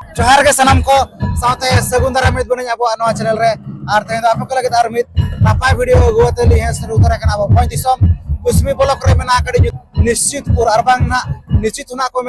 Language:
Santali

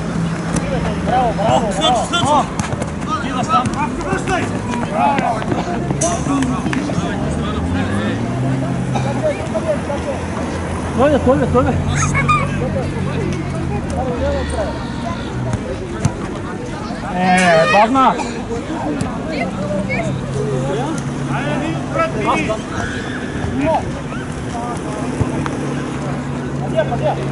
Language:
Bulgarian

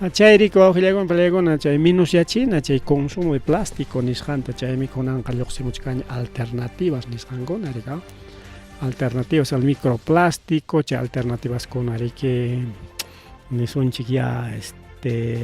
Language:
Ayacucho Quechua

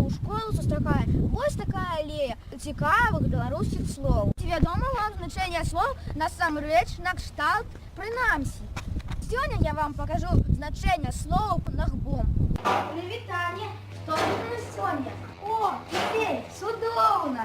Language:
Belarusian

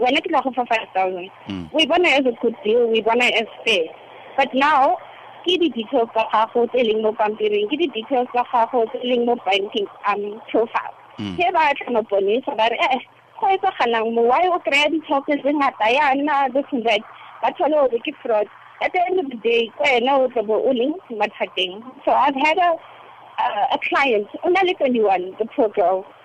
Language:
Tswana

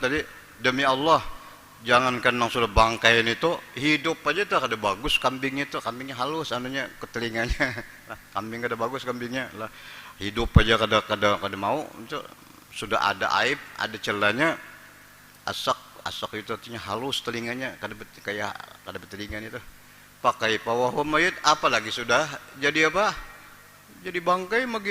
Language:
Banjar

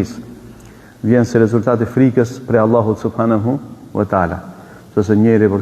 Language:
Albanian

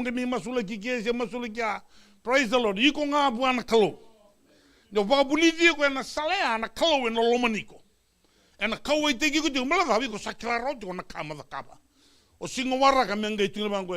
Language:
Fijian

